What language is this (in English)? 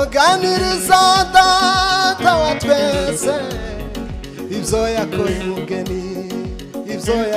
Kinyarwanda